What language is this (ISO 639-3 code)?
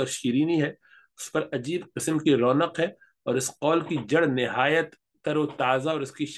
urd